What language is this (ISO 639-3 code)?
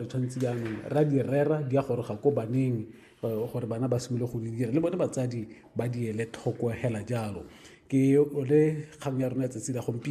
tsn